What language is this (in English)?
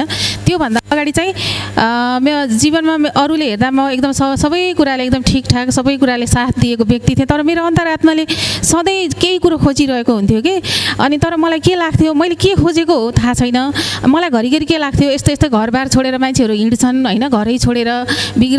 Nepali